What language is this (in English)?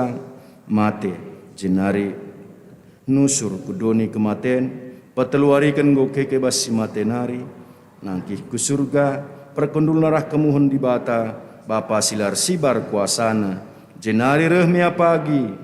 Batak Karo